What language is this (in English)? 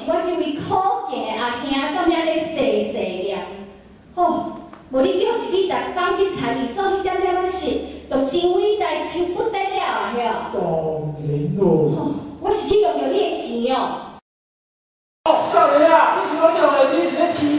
Min Nan Chinese